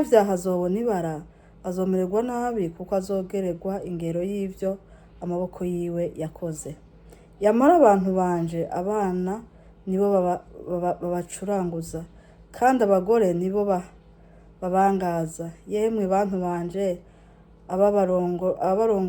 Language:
Rundi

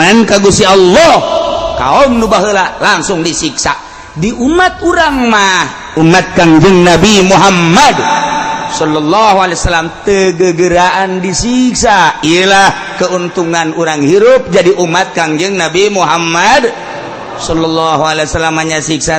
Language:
Sundanese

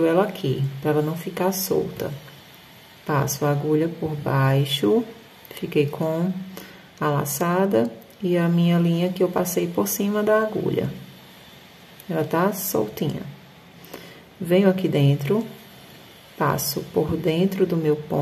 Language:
Portuguese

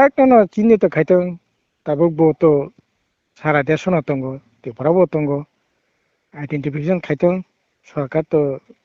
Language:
Kok Borok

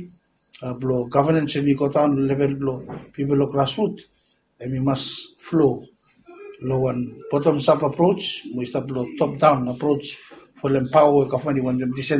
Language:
Bislama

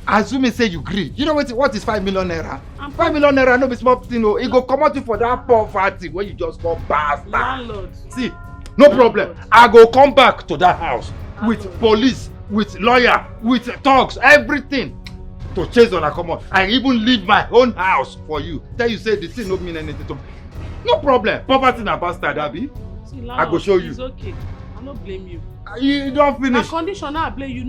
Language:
Nigerian Pidgin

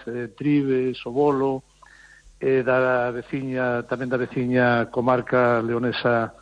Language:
Galician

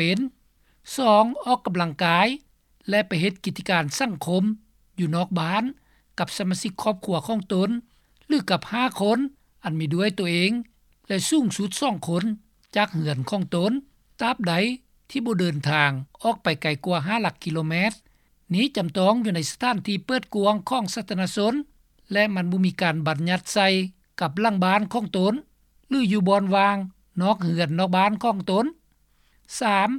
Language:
Lao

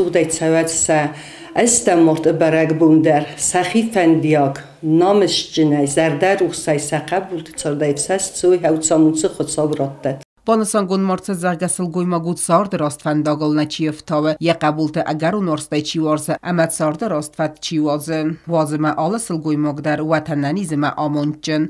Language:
Ossetic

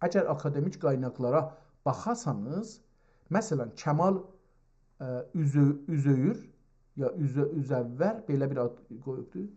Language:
South Azerbaijani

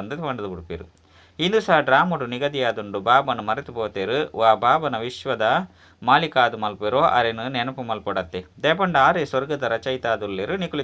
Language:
Tulu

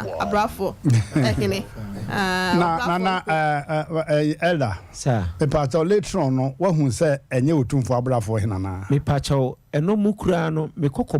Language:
Akan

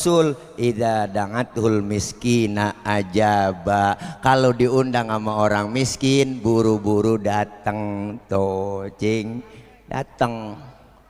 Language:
Betawi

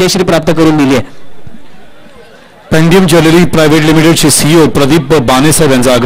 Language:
Marathi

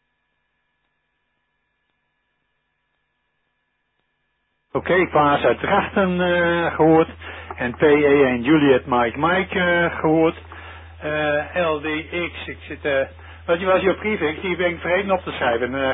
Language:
Dutch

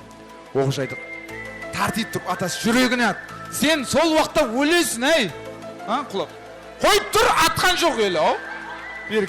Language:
Kara-Kalpak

